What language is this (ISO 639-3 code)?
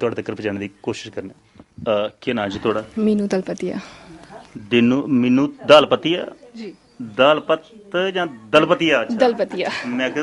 doi